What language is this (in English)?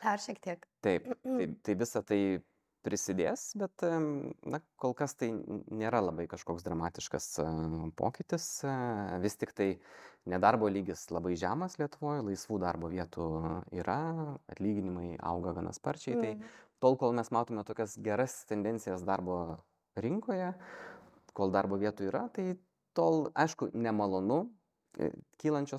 Lithuanian